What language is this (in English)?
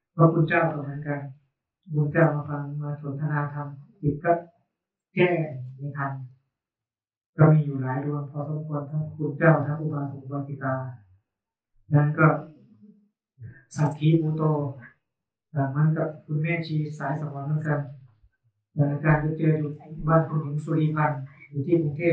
Thai